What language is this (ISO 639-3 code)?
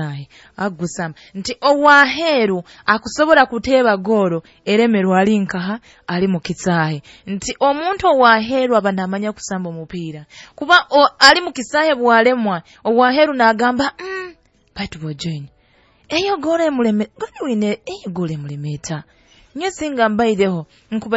nyo